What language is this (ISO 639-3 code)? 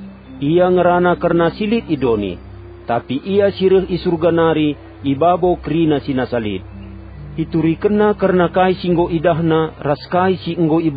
btx